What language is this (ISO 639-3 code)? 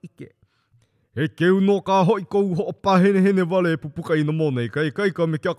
haw